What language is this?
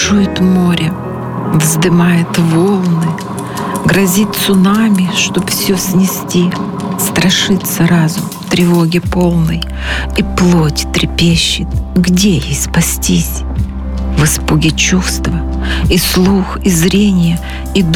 Russian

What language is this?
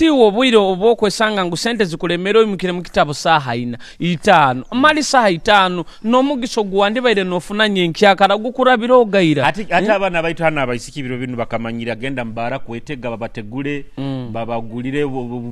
Nyoro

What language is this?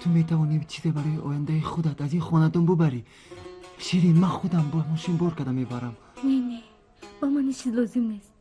Tajik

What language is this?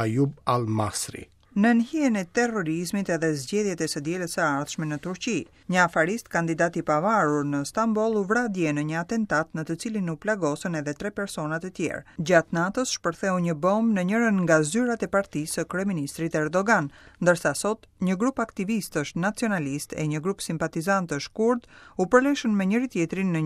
Albanian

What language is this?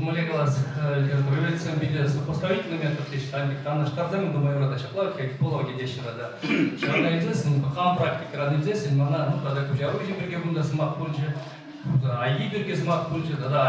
Chuvash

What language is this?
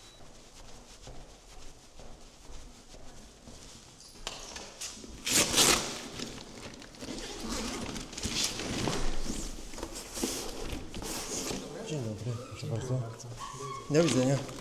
Polish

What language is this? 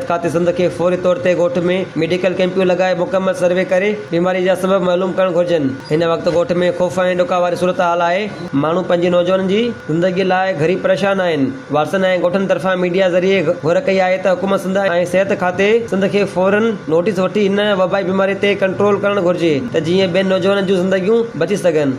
Sindhi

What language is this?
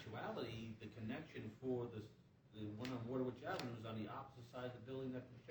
English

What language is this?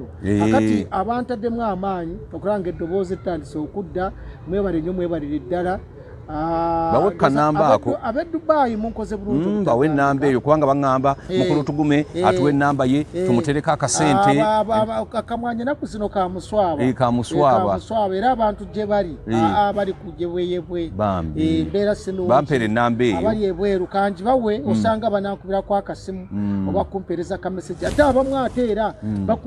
Ganda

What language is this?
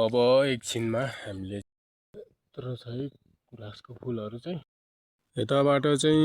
Nepali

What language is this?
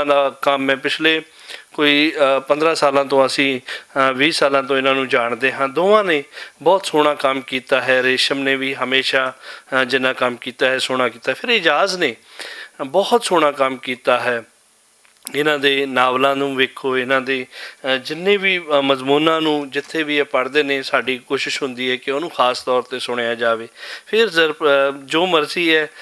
Western Panjabi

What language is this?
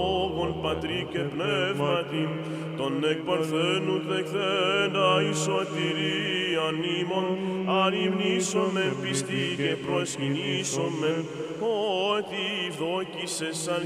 Greek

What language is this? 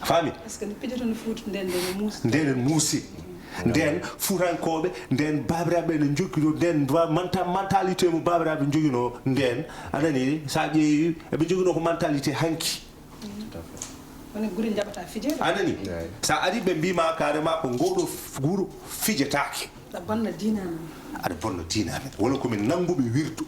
Fula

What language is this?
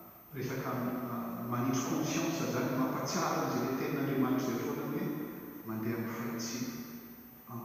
Malagasy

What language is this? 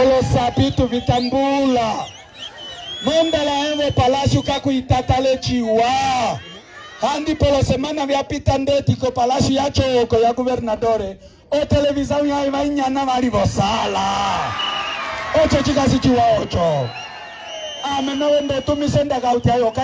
Umbundu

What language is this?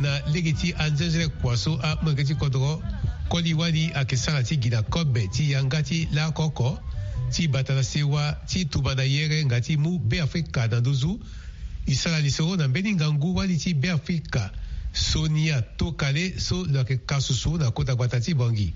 Sango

